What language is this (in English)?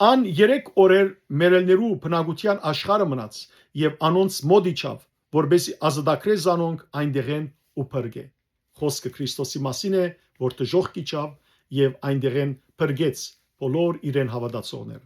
Western Armenian